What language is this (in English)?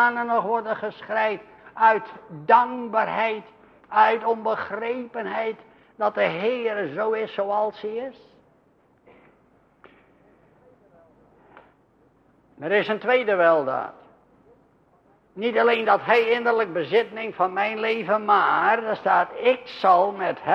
Dutch